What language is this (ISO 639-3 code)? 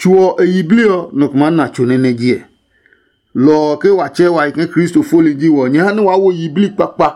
ada